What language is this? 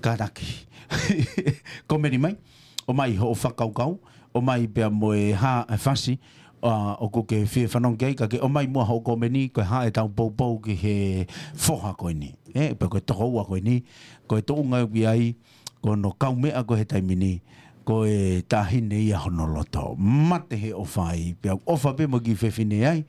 Tongan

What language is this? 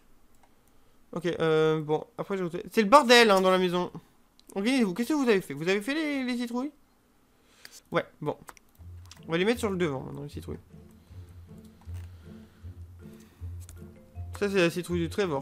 French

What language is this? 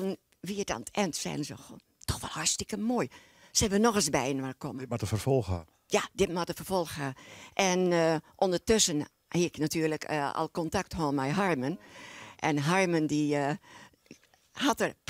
Western Frisian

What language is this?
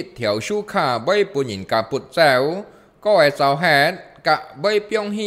Hakka Chinese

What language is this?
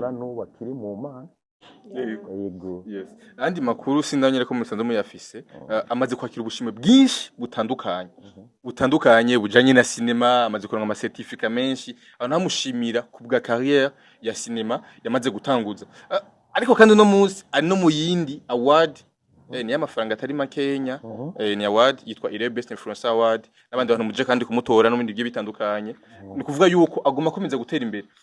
Rundi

